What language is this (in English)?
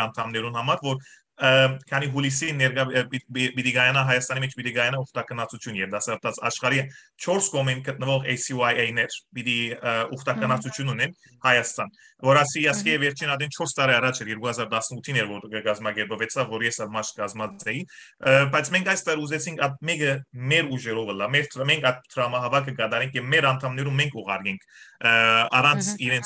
Western Armenian